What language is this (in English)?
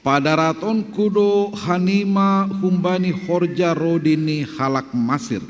Batak Simalungun